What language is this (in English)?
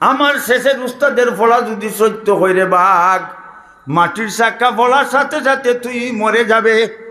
Sylheti